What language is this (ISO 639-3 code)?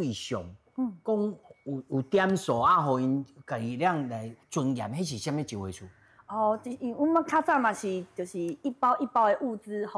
nan